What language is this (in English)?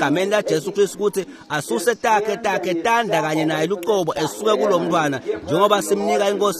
Swati